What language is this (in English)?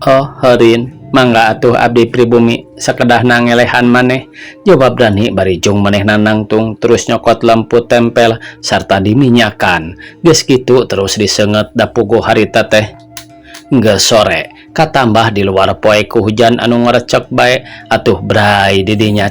Sundanese